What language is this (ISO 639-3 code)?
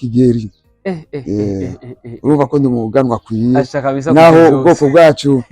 run